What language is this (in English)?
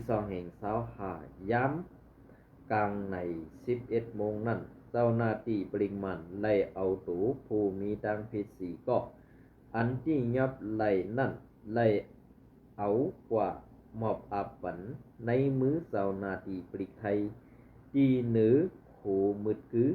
Shan